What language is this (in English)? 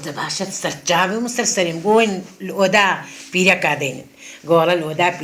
Kurdish